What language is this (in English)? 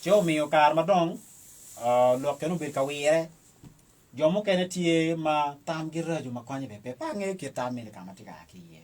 Acoli